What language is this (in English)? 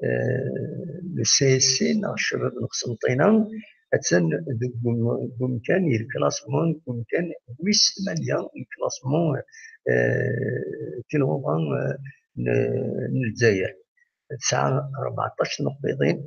Kabyle